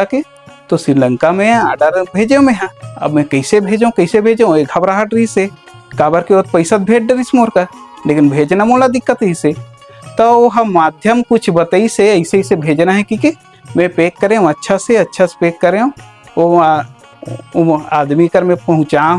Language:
Chhattisgarhi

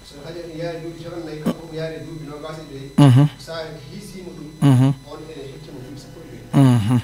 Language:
Fula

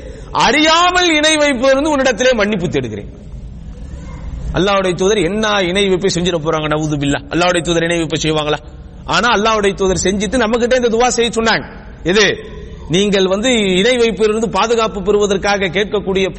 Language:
Tamil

